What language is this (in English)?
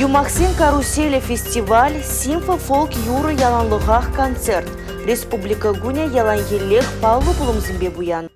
Chuvash